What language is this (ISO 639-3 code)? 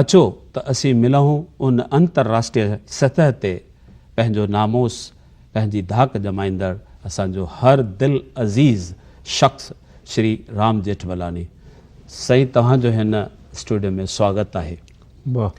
snd